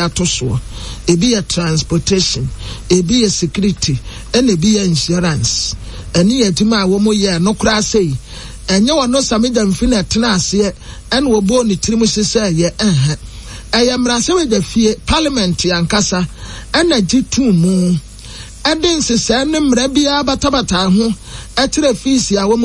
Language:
Akan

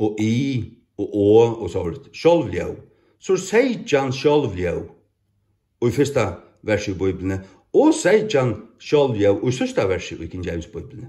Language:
Faroese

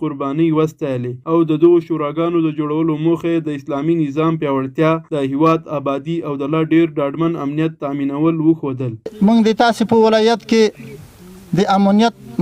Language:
Pashto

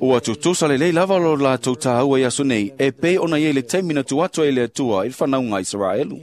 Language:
Samoan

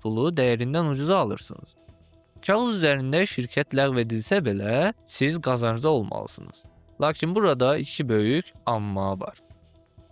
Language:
Azerbaijani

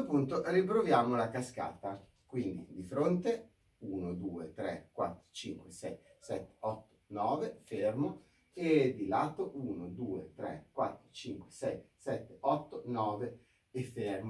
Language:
Italian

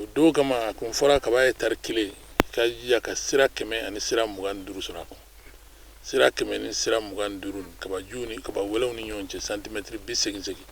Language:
Bambara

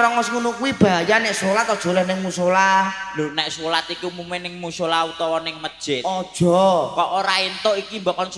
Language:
Javanese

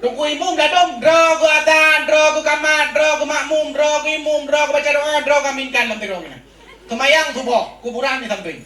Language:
Achinese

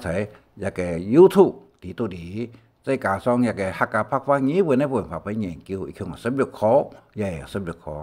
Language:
Hakka Chinese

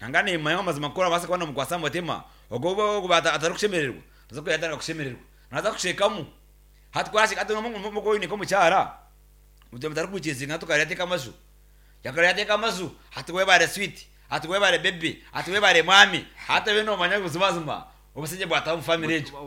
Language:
Nyankole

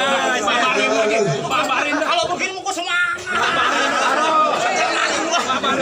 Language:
Betawi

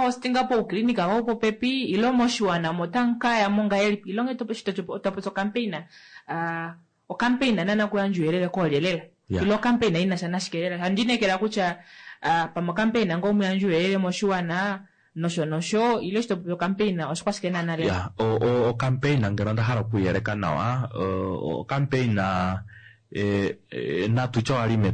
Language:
Kuanyama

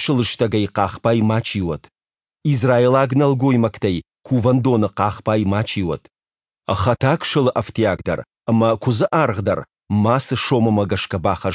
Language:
Ossetic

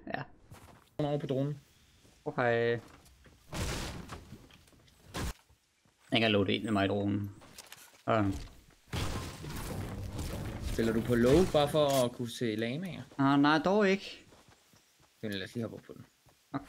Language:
Danish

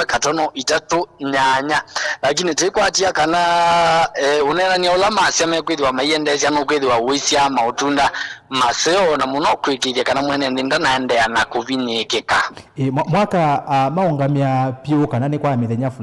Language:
Kamba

